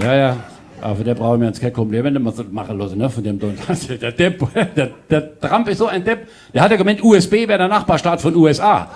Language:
Palatine German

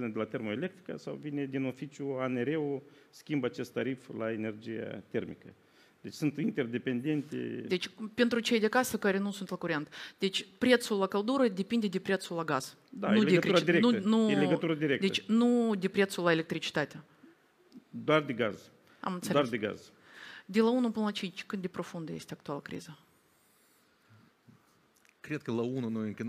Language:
Romanian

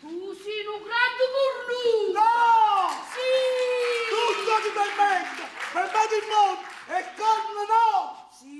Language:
Neapolitan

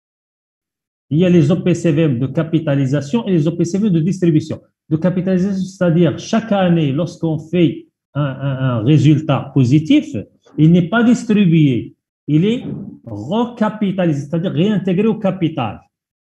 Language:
French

